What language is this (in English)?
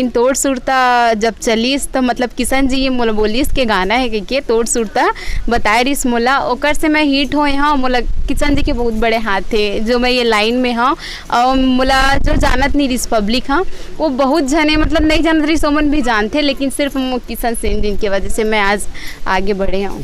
Chhattisgarhi